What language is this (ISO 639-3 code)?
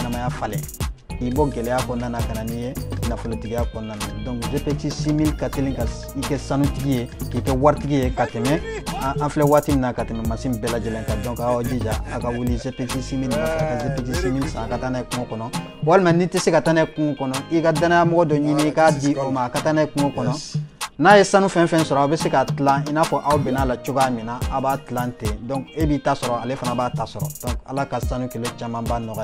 bam